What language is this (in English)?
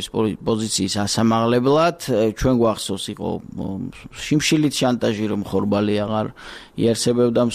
Georgian